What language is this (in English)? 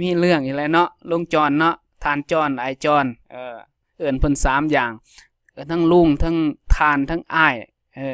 Lao